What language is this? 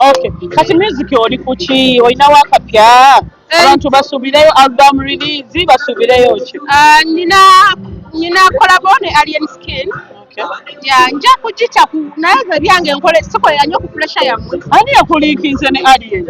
Ganda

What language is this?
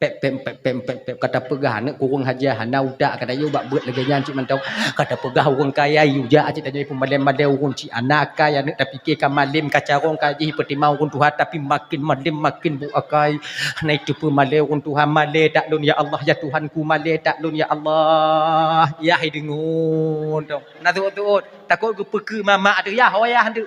Achinese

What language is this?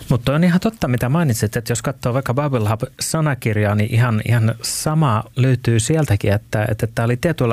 Finnish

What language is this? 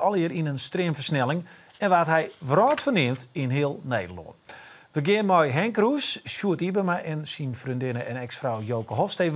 Western Frisian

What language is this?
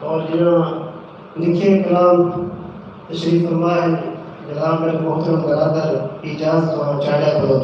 Saraiki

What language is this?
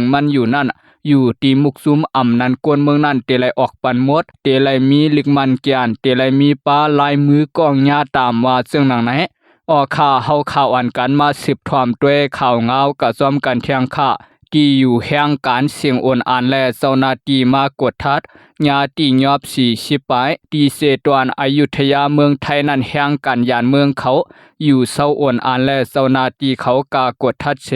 Shan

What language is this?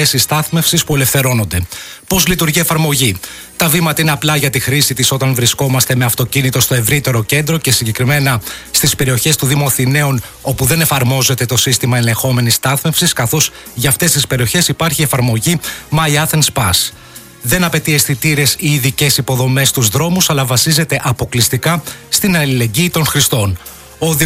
Greek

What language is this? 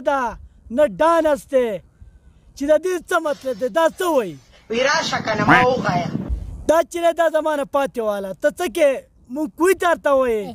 Pashto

